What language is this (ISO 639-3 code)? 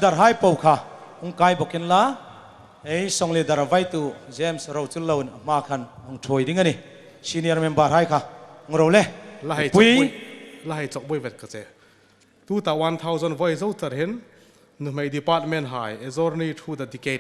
hmr